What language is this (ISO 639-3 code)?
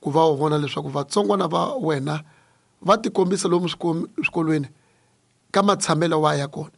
tso